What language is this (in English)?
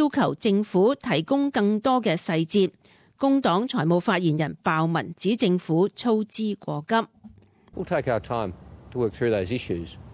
Cantonese